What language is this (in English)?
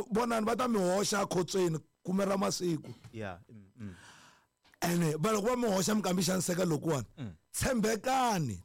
Tsonga